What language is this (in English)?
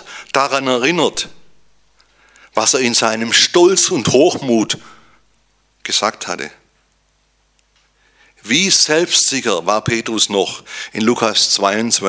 German